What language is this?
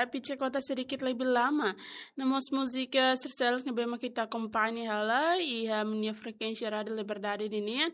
Tetum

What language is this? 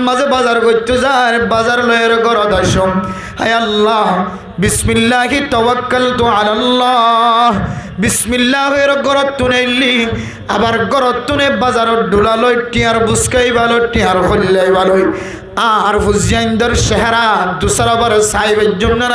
Rohingya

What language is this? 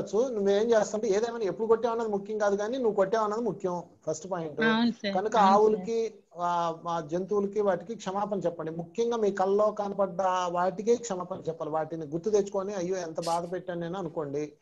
Telugu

